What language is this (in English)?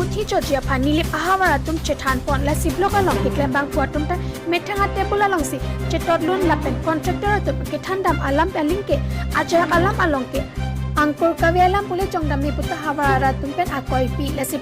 Karbi